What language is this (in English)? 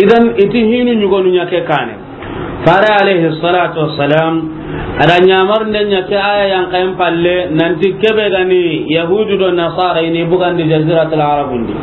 Soninke